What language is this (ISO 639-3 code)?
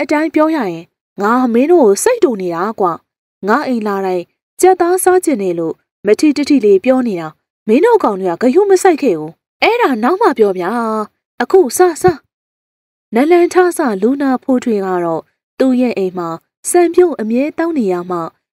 mya